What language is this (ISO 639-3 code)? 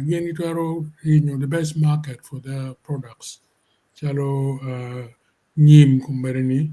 ach